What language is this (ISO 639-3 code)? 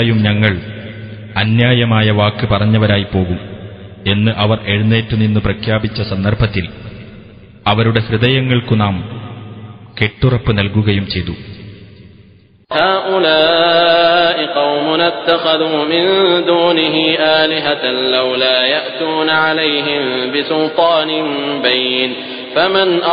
mal